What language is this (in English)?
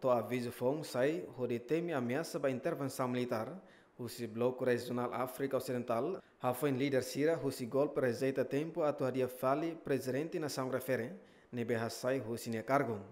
Tetum